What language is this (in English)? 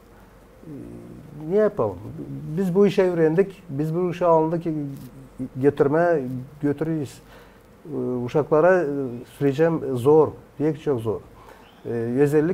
Gagauz